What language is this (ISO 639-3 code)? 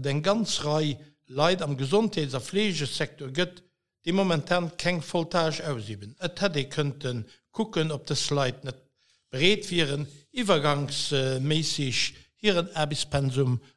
ltz